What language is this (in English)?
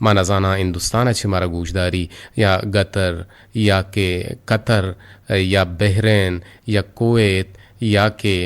Eastern Balochi